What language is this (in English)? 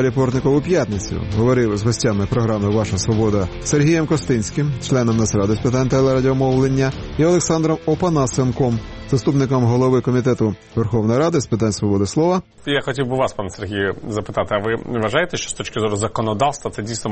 Ukrainian